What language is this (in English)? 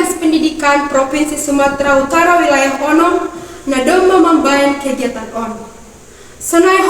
Batak Simalungun